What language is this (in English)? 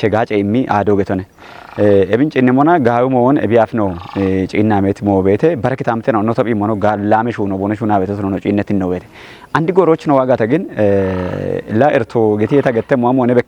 Kafa